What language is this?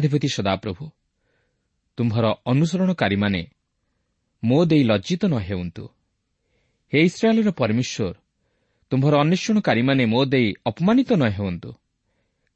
Odia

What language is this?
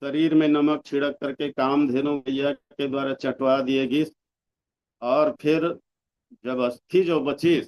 Chhattisgarhi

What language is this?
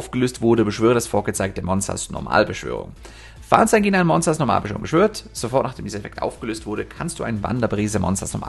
German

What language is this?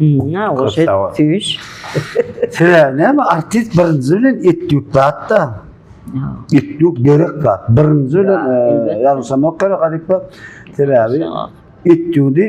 Turkmen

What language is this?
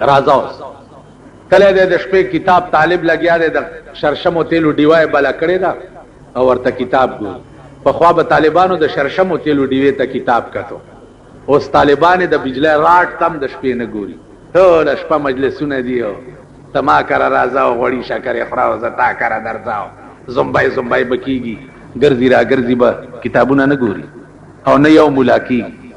Pashto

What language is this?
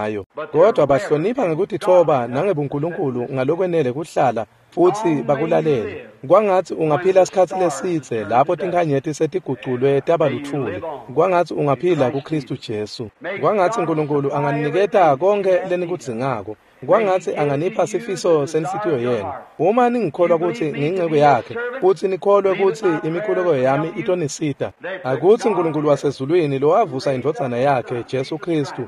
Swati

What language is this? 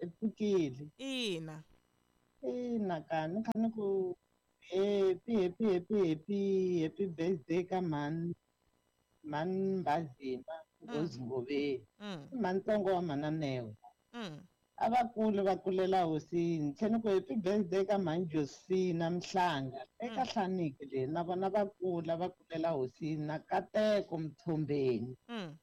Tsonga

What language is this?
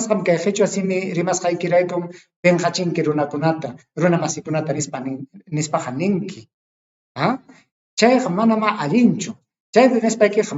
Ayacucho Quechua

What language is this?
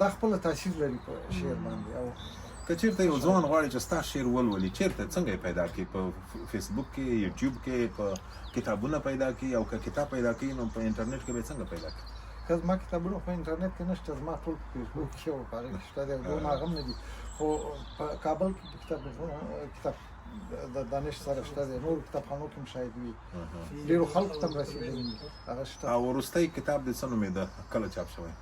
Pashto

